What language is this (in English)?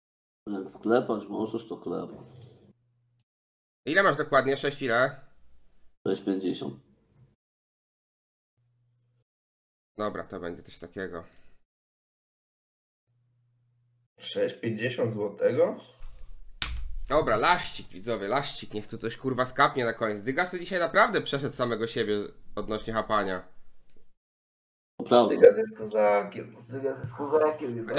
Polish